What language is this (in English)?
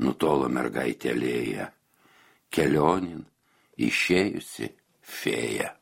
Lithuanian